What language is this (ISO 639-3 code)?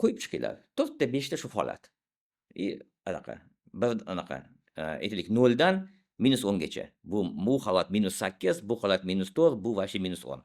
uzb